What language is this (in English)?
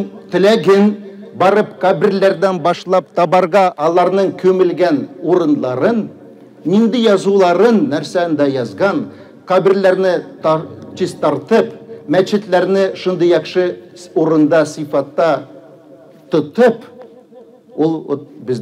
Tatar